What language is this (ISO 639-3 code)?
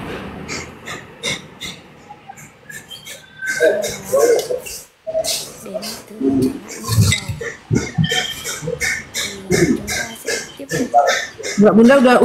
ind